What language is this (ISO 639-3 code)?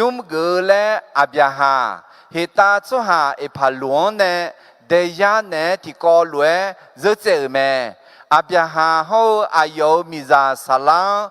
ahk